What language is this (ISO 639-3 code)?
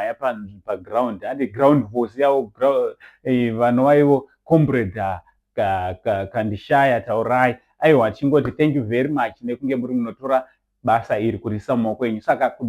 sna